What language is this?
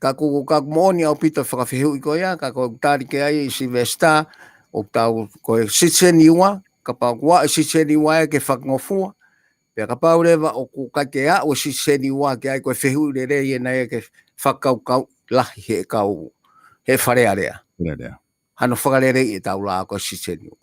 Tongan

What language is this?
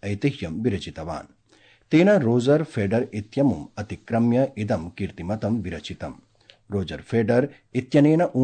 Sanskrit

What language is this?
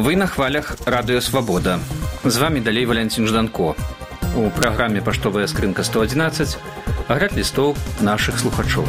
Belarusian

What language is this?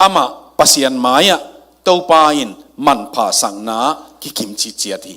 Tedim Chin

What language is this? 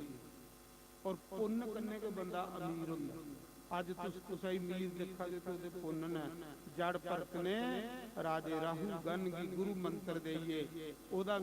Dogri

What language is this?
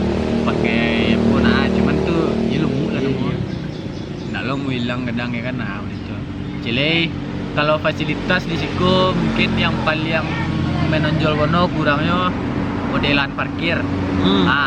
Minangkabau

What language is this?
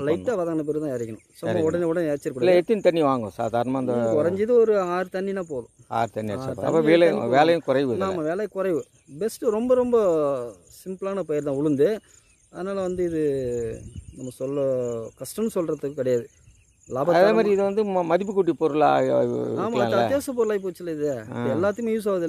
Tamil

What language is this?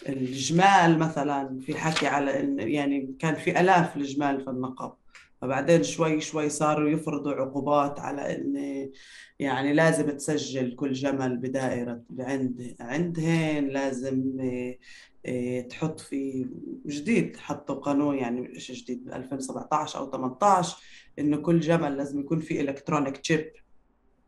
North Levantine Arabic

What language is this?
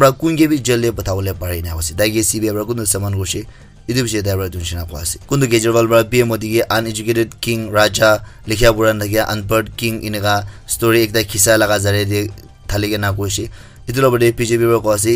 Naga Pidgin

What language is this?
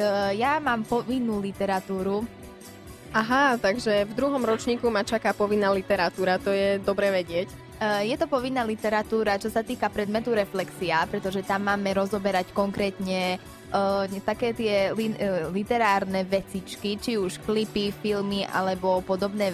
Slovak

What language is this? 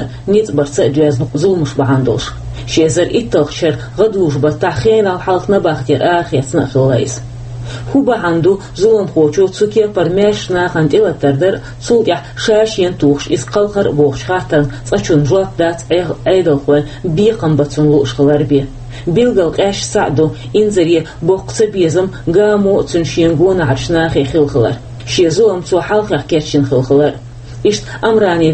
Chechen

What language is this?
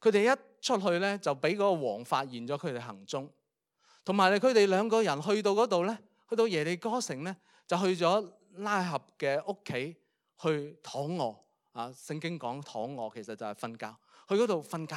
Cantonese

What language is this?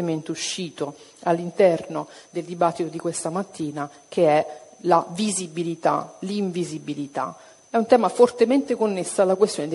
Italian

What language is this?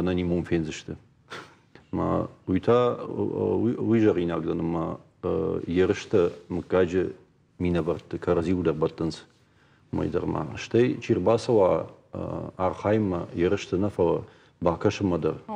Ossetic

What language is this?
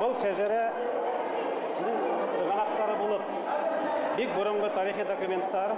Bashkir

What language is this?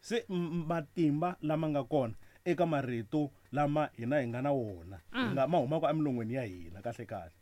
Tsonga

